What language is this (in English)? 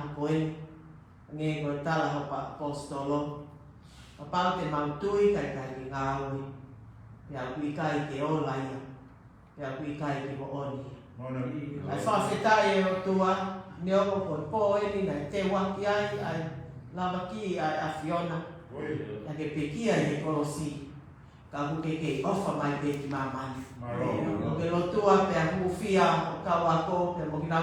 Tongan